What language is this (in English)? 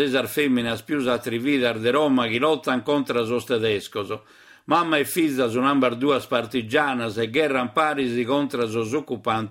Sardinian